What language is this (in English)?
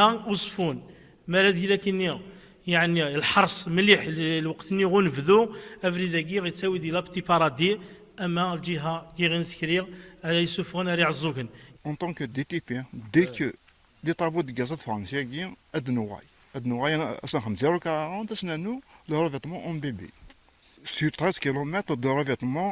Kabyle